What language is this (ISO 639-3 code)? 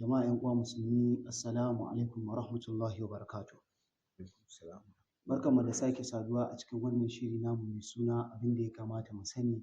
hau